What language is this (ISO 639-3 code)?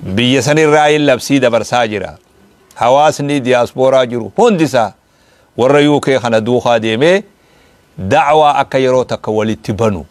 orm